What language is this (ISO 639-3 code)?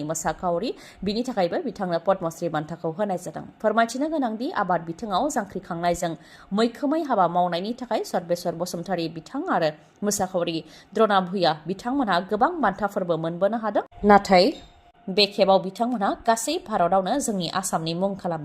brx